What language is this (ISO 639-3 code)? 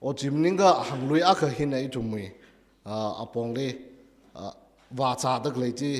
nmf